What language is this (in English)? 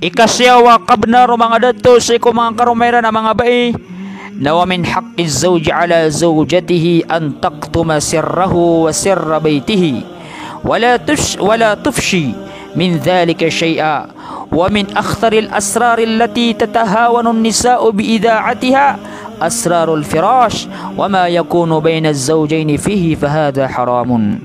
Maranao